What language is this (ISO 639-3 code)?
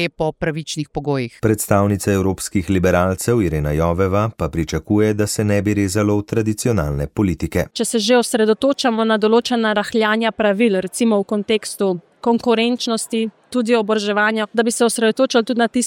slv